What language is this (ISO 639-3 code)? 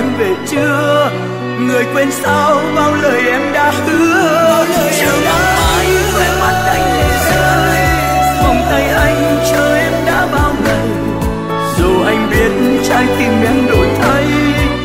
vie